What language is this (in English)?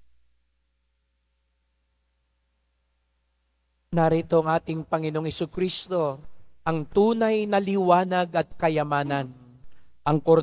Filipino